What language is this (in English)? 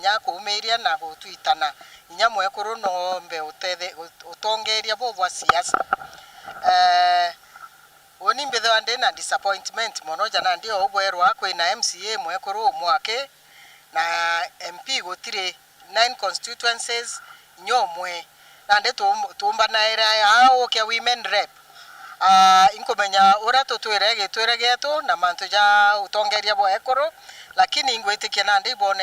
Meru